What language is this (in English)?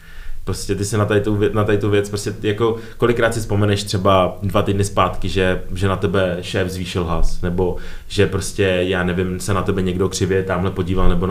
Czech